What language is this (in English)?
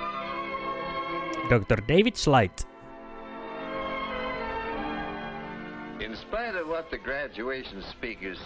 Finnish